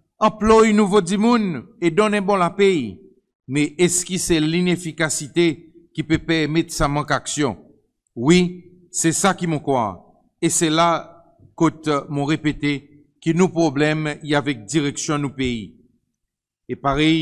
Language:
Seselwa Creole French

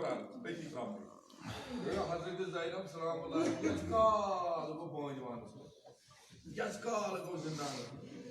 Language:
Kashmiri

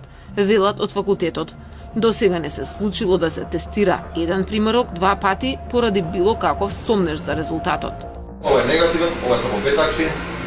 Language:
Macedonian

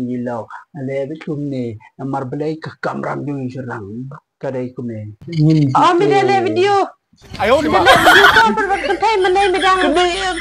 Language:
Khasi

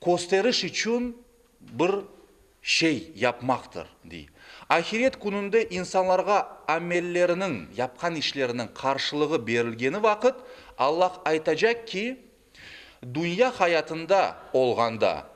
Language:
Crimean Tatar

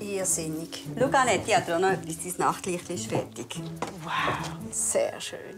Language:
Swiss German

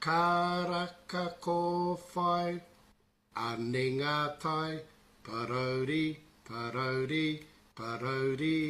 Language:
Māori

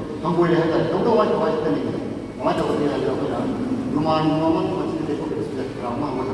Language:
Manipuri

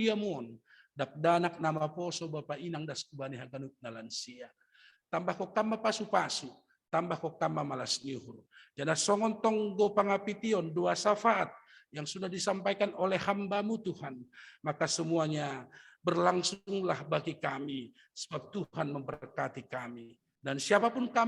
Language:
Batak Simalungun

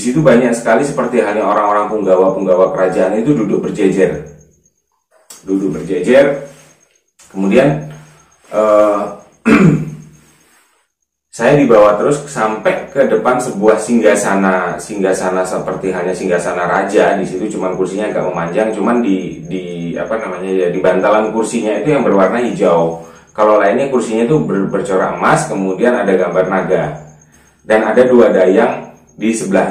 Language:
Indonesian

